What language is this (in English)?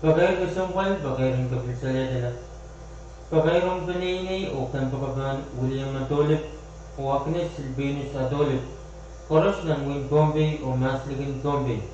Pohnpeian